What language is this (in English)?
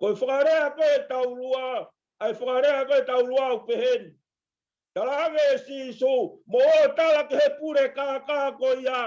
Tongan